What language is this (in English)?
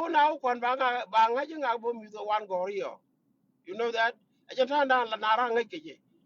Nuer